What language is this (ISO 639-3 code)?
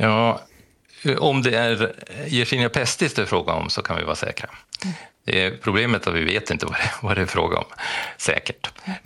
swe